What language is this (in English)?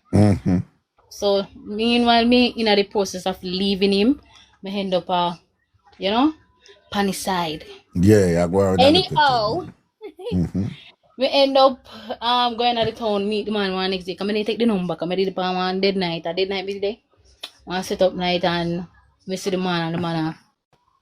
Jamaican Creole English